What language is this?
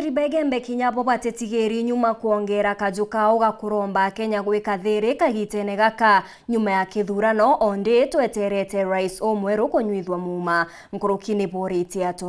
Meru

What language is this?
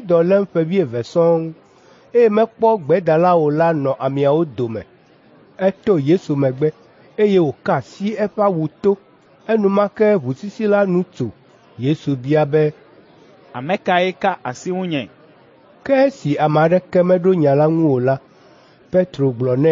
Ewe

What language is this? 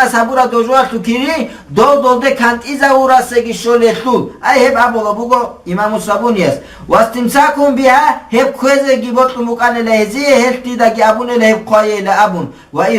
Avaric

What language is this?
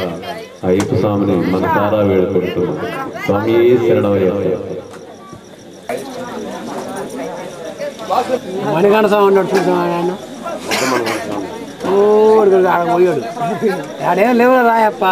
Telugu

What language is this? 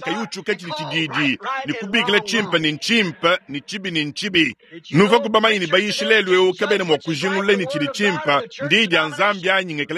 Luba-Lulua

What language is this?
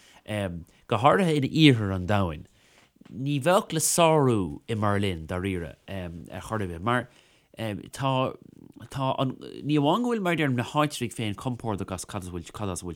Irish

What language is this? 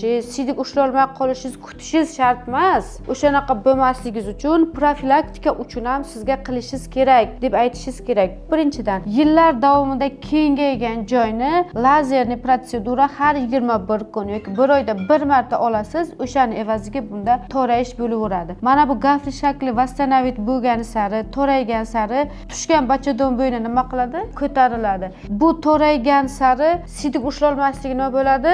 Uzbek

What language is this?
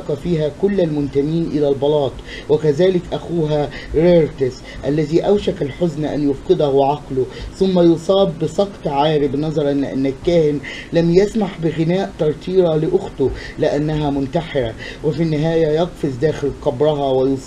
Arabic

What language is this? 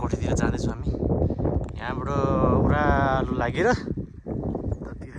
Nepali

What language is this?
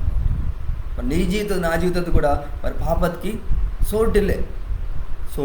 Koya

